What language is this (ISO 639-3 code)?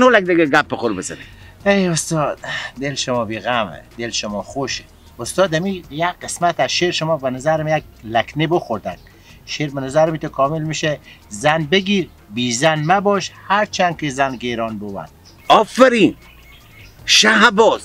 fas